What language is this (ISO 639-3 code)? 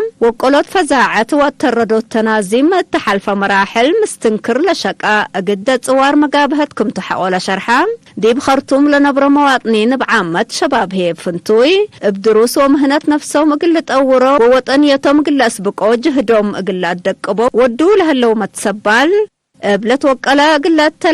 tig